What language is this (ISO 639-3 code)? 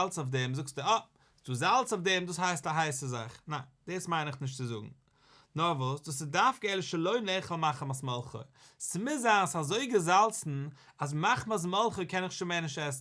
yid